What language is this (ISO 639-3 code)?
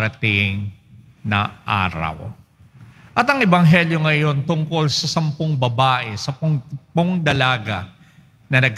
fil